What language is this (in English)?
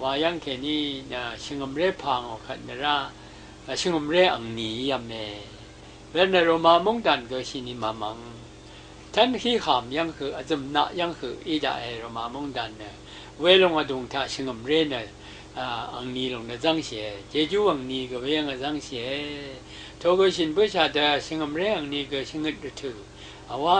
Rawang